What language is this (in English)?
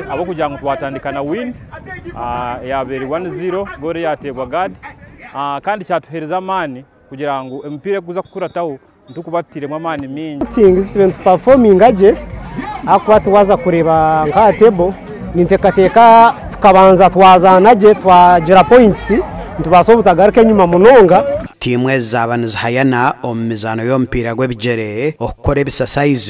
Nyankole